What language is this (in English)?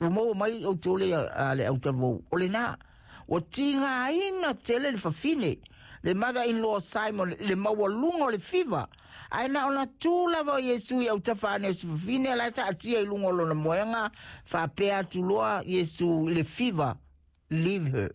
Samoan